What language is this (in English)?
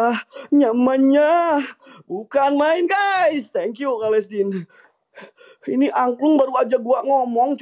Indonesian